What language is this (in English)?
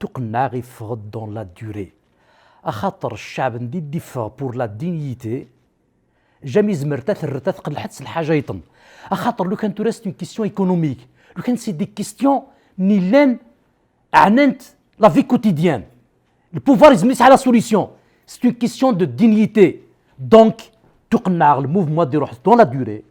Kabyle